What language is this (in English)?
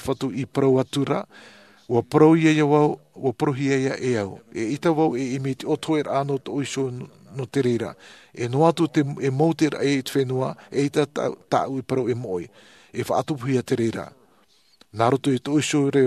Tahitian